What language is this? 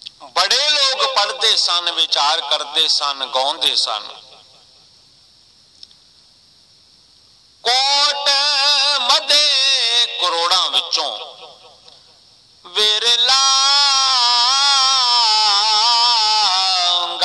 Punjabi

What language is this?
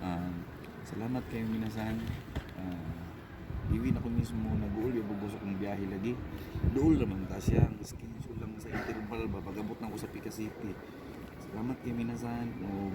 Cebuano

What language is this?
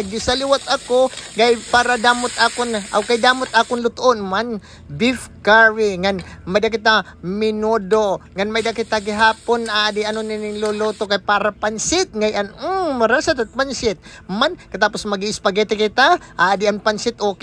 Waray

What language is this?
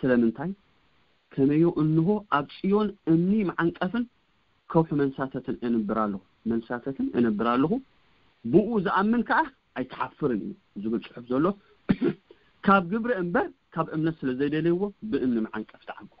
Tigrinya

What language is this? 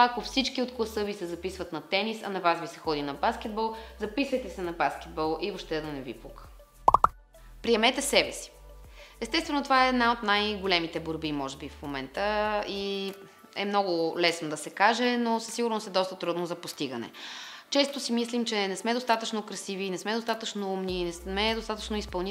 Bulgarian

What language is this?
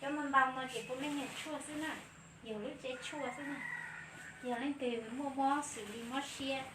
Hmong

